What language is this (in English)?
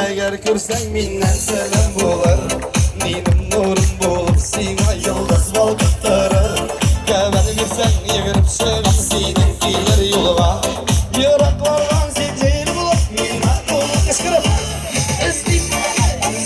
Tatar